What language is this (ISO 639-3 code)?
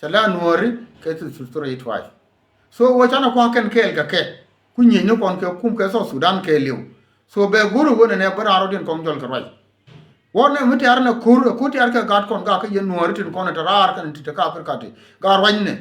nus